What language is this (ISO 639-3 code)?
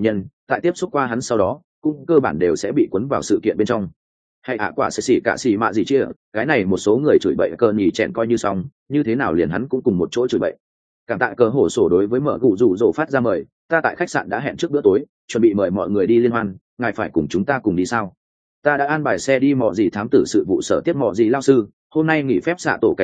vie